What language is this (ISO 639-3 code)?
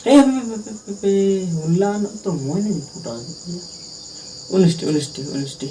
sat